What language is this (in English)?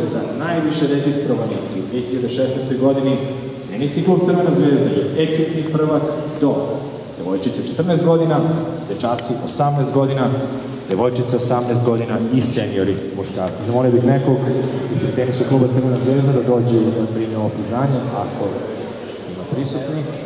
Serbian